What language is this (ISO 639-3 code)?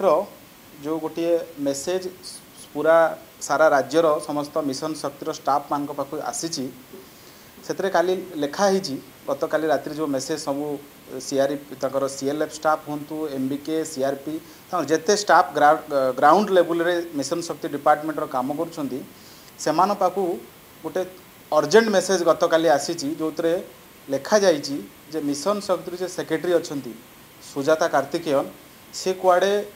ori